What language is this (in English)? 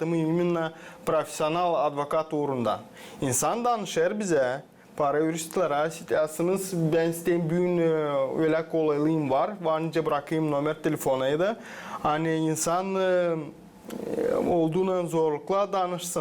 Gagauz